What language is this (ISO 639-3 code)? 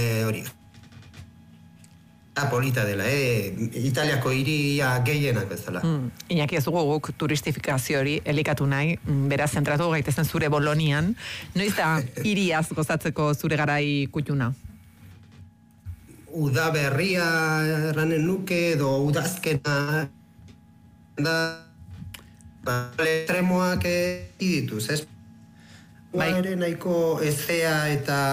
eus